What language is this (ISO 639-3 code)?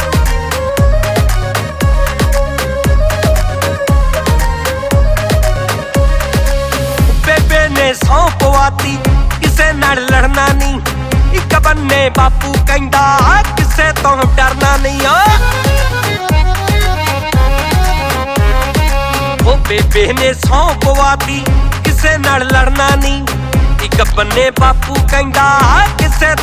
pan